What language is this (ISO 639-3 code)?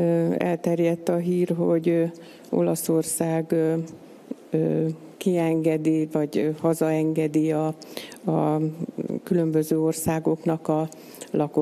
hun